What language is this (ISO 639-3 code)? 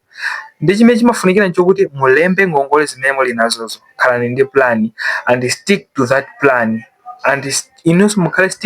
nya